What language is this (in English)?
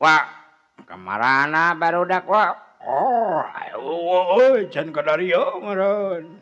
Sundanese